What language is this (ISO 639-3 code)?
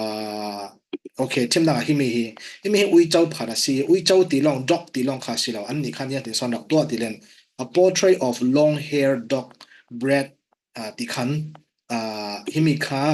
cfm